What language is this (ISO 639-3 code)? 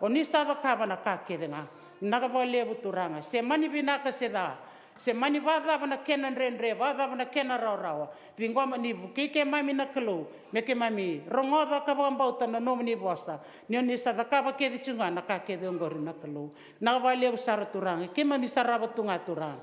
fij